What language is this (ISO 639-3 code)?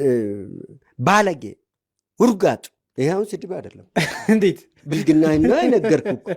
amh